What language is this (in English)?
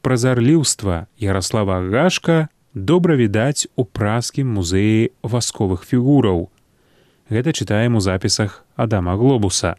Belarusian